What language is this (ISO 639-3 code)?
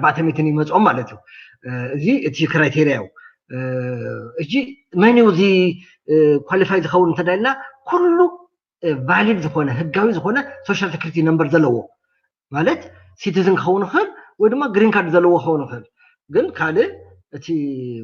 tir